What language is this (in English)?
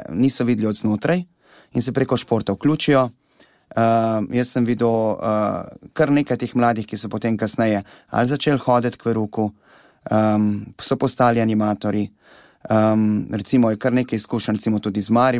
Slovenian